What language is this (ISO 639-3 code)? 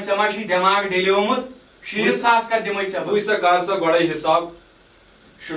kas